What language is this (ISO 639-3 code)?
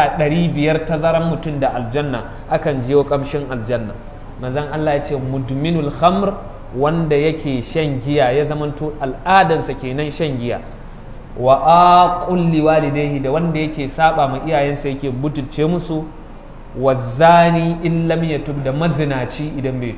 hau